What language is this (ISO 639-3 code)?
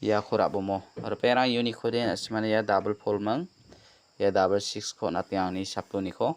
grt